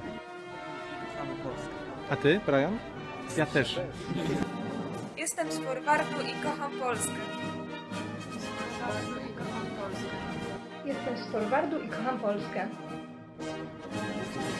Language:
Polish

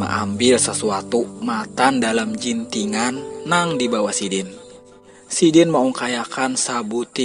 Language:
Banjar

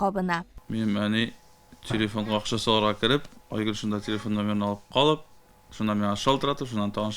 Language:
Tatar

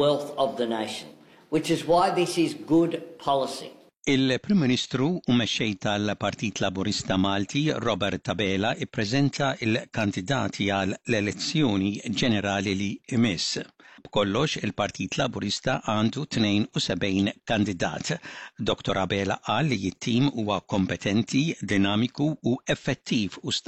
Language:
Maltese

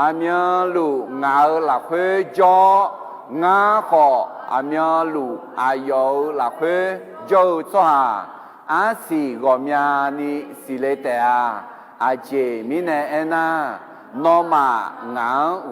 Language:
Akha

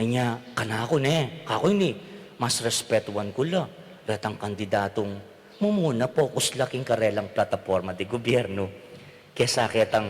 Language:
Pampanga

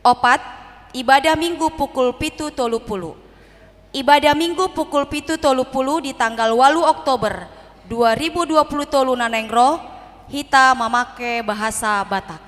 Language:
Batak Toba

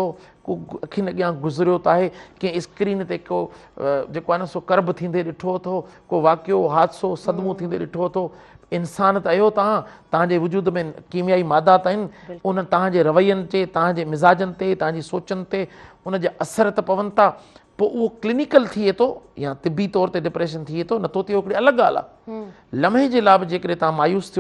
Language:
Sindhi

